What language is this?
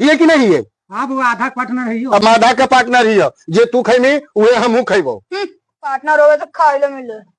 Magahi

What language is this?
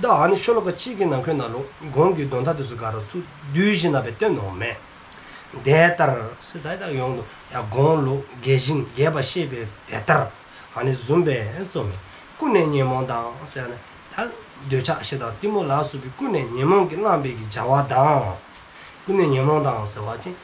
Dzongkha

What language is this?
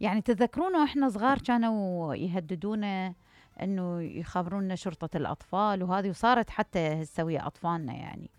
Mesopotamian Arabic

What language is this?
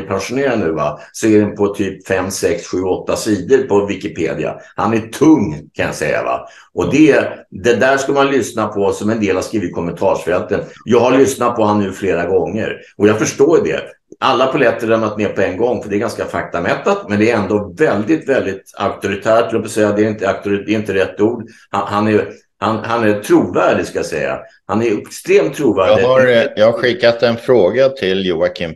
Swedish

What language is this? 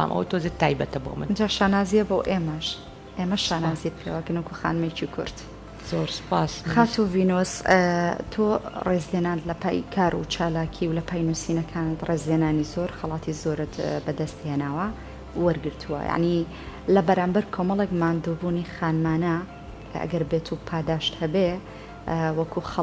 Central Kurdish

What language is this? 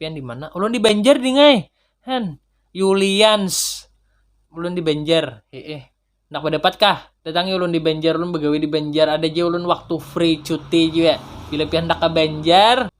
Banjar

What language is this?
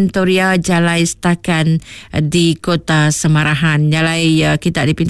Iban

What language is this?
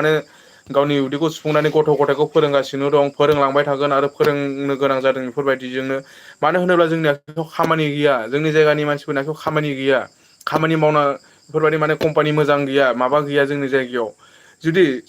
Bodo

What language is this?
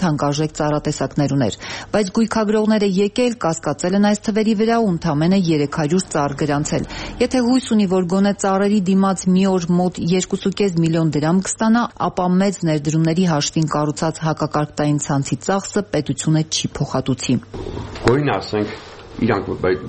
Armenian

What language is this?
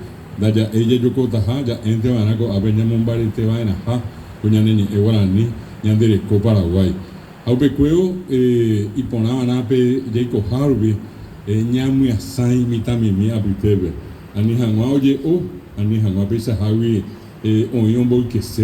Guarani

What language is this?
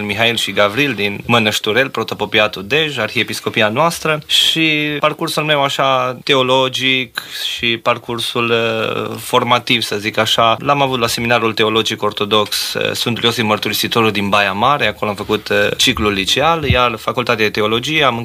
Romanian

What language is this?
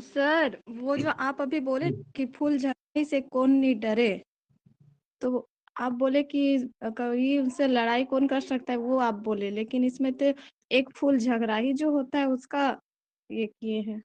Sadri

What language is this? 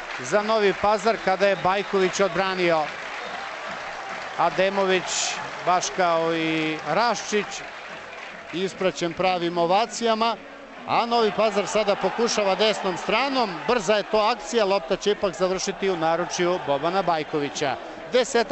Serbian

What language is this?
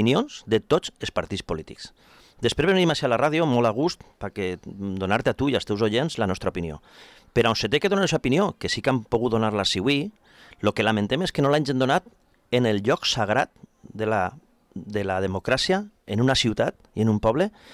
Catalan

